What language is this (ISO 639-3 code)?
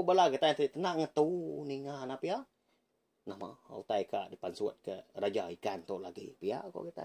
iba